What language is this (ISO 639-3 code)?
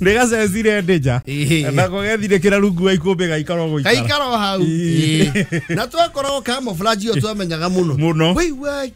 kik